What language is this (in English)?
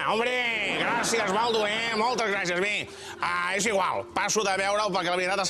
Catalan